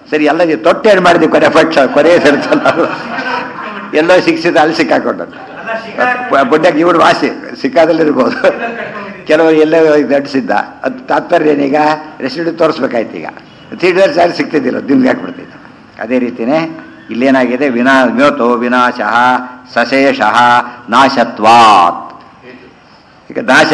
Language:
Kannada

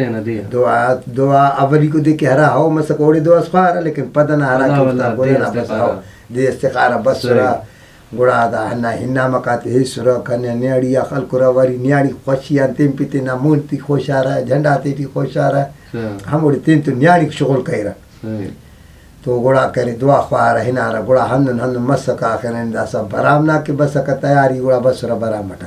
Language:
Brahui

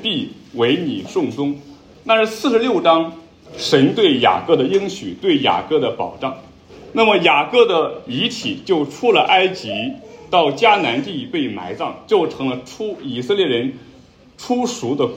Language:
Chinese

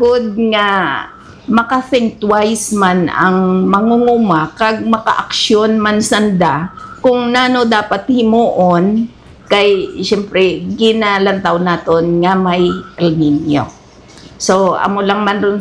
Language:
Hiligaynon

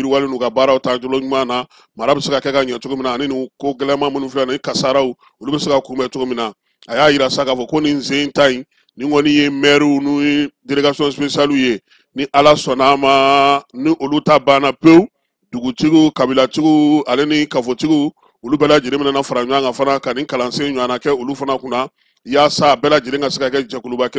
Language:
Bambara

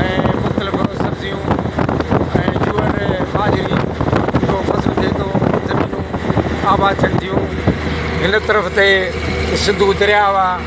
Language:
Sindhi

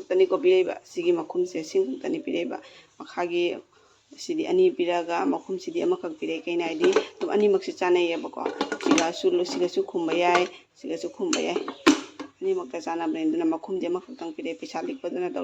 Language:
Manipuri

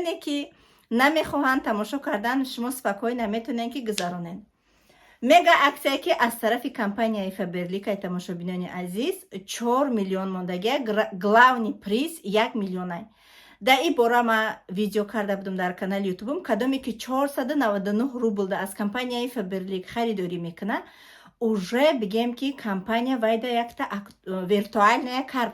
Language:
Tajik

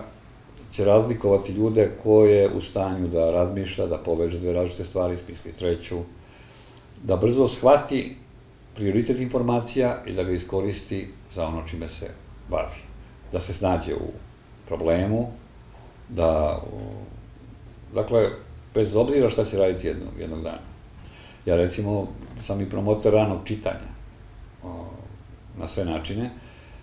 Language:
Serbian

